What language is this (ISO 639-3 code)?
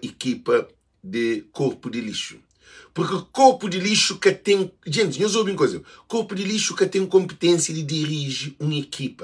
kea